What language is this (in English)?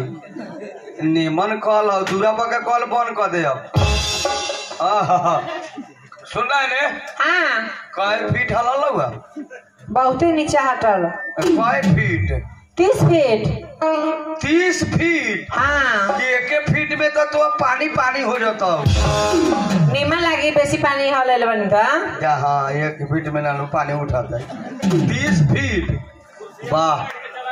Bhojpuri